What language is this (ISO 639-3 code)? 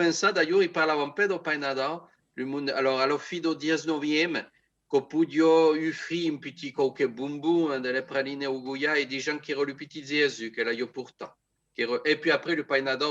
oci